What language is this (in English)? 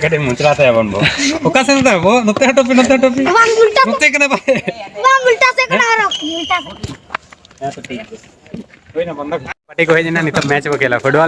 Santali